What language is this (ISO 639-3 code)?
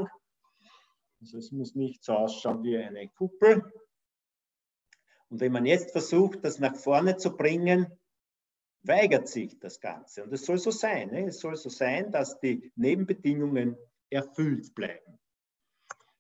deu